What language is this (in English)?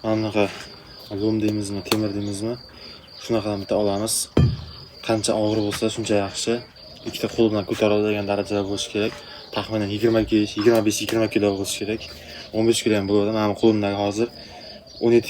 Uzbek